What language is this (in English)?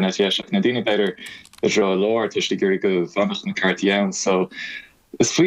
Irish